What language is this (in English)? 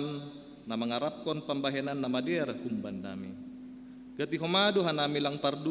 Batak Simalungun